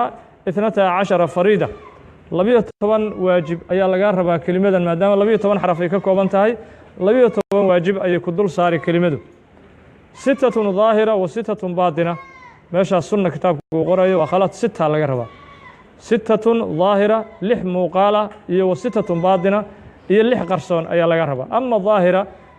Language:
Somali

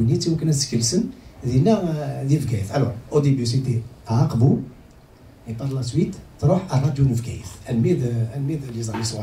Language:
Kabyle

